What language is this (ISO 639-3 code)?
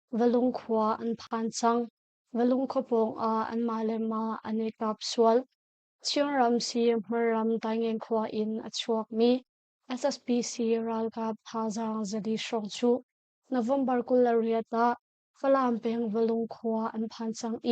cnh